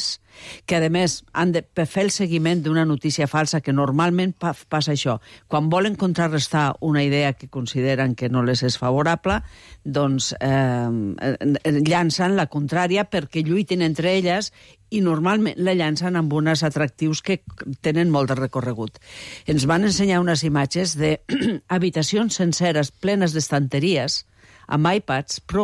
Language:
Catalan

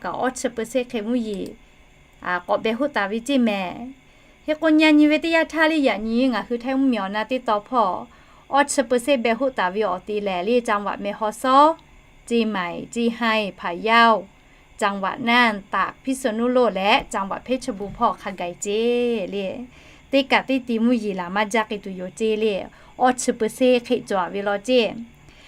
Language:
Lahu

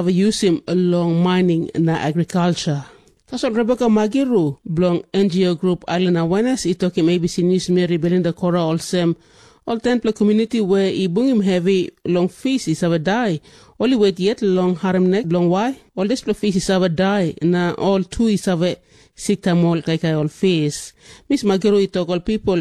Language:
Tok Pisin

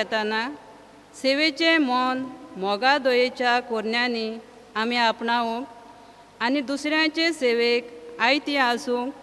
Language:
Konkani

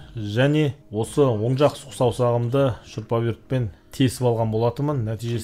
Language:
Kazakh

